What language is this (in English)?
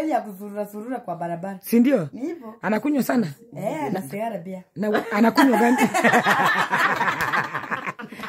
Swahili